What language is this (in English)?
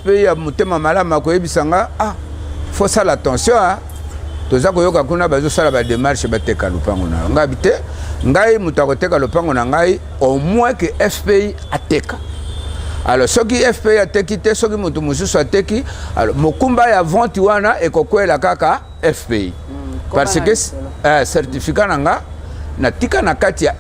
Lingala